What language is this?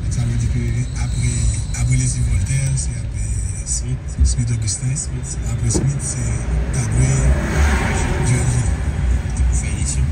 Haitian Creole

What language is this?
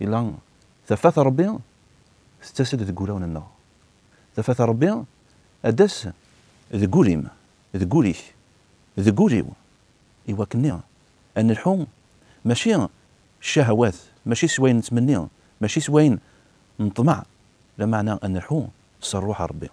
Kabyle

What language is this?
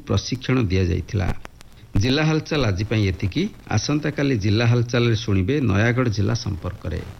Odia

